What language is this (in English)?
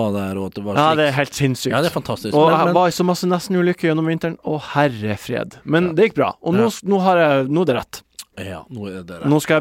Norwegian